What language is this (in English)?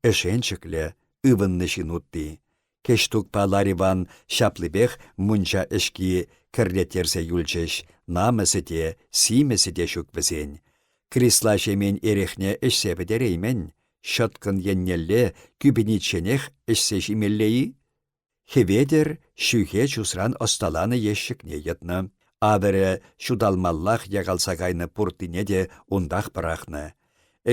Chuvash